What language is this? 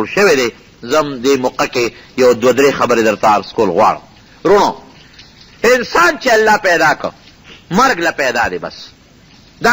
Pashto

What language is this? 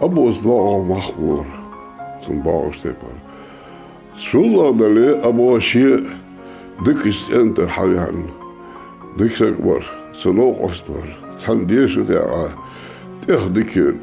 Ingush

